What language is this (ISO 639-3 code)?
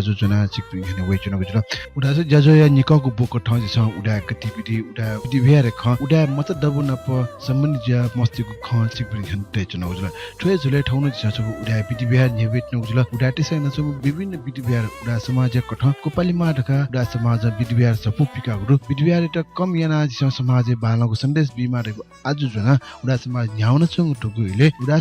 new